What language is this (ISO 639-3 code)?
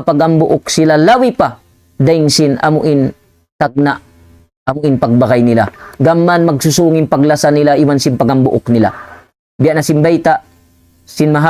tsg